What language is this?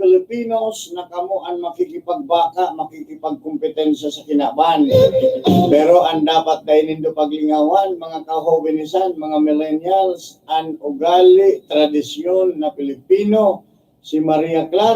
Bikol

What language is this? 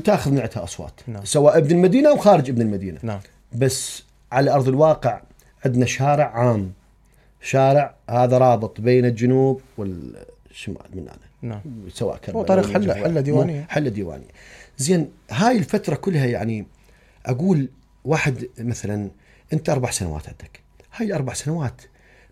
Mesopotamian Arabic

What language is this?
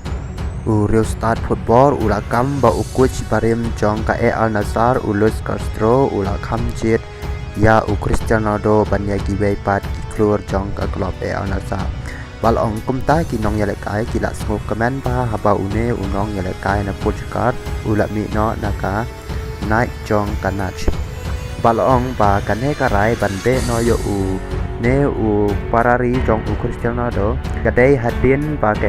Khasi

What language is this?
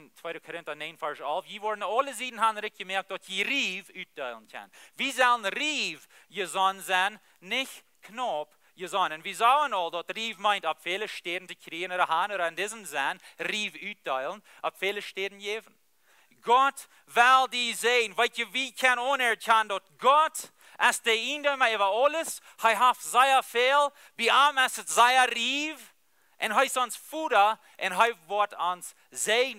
Plautdietsch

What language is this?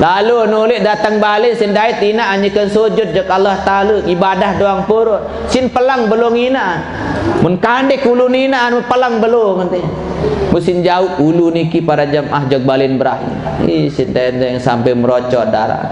Sasak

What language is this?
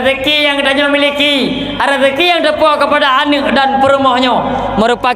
Achinese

